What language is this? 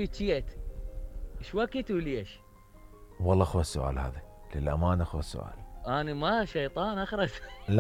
Mesopotamian Arabic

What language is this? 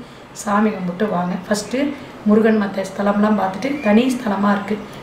Tamil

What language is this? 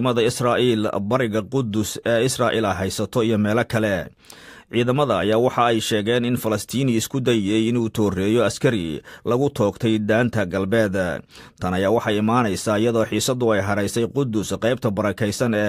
Somali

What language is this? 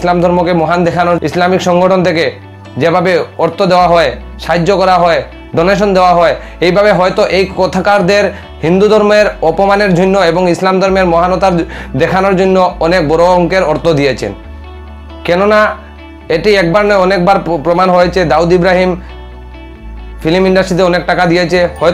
Bangla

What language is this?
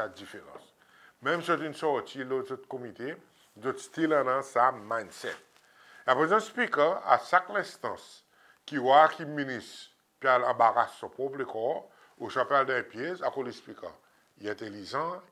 Seselwa Creole French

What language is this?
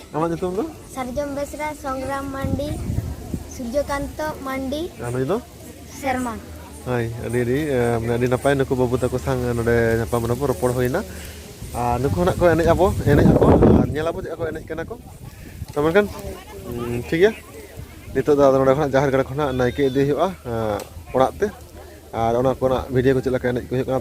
Santali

